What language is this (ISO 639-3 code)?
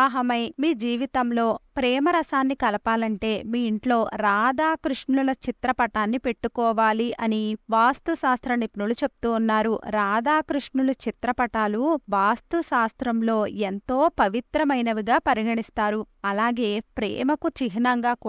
tel